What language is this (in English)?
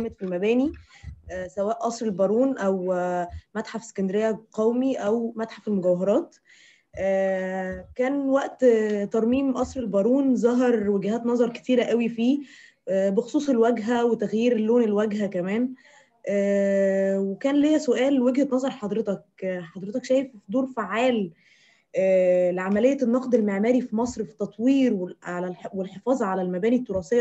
Egyptian Arabic